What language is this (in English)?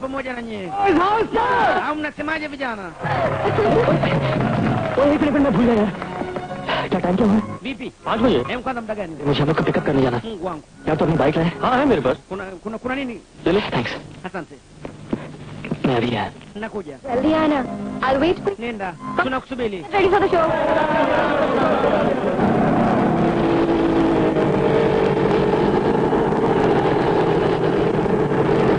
Swahili